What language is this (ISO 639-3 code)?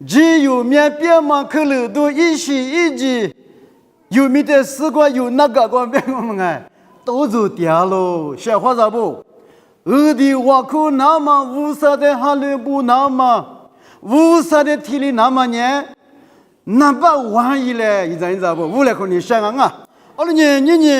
lis